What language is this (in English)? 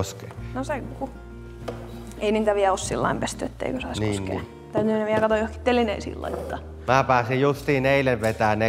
Finnish